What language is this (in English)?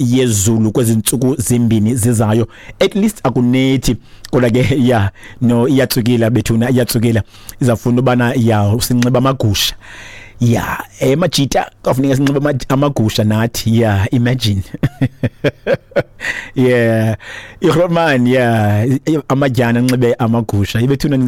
Xhosa